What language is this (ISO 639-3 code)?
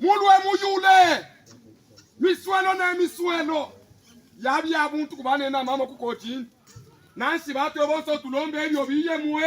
lub